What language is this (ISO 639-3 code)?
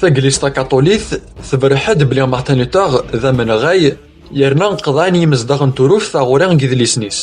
kab